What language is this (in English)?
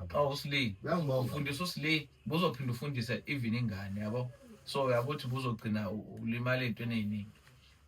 Zulu